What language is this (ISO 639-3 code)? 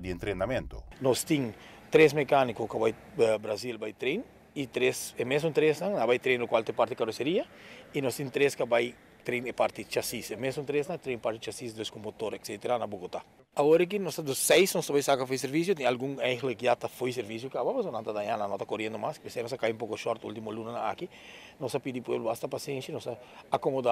pap